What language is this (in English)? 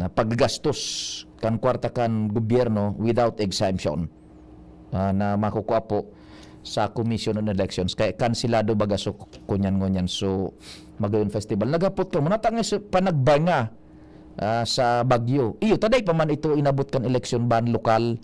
Bikol